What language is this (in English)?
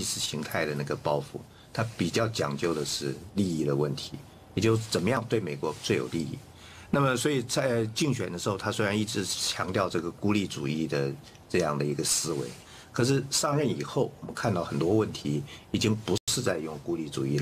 Chinese